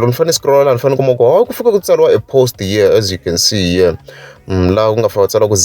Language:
Tsonga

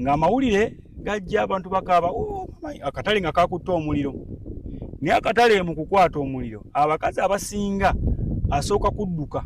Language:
Ganda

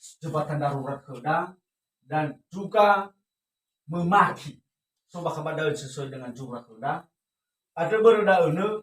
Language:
Nias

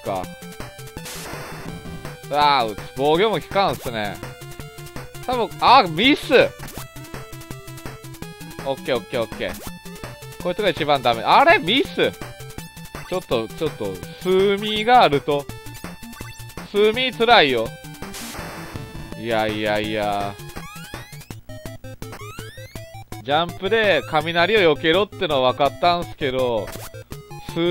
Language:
Japanese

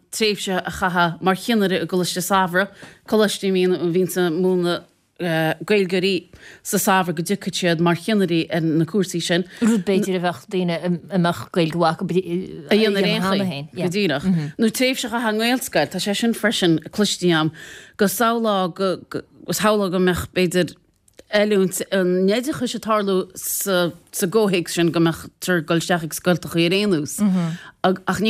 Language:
Irish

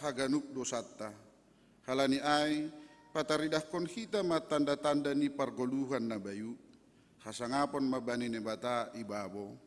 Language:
Batak Simalungun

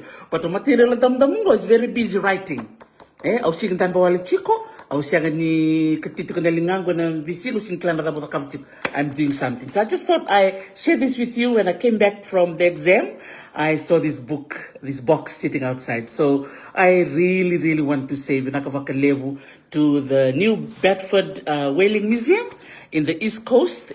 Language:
Fijian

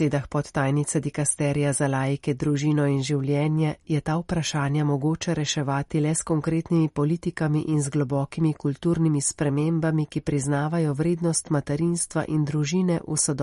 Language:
Slovenian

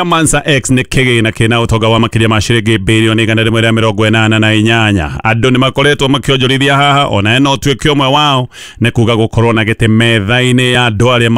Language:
Kikuyu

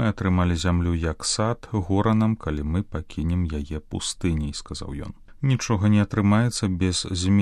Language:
Belarusian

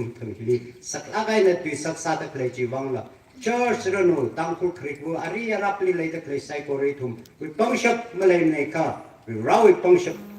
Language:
Tangkhul Naga (India)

